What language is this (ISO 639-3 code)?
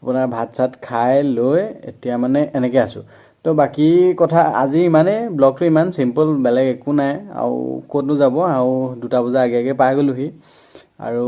asm